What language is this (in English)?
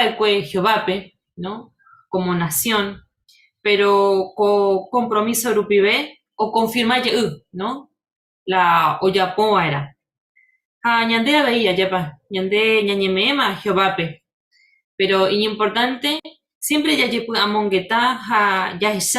Guarani